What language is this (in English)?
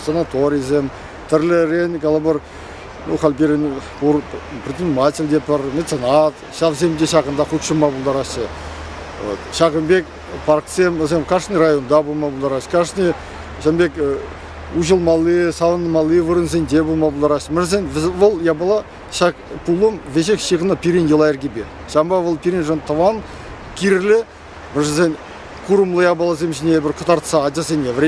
Chuvash